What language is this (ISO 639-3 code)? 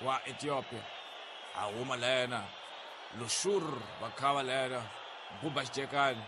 tso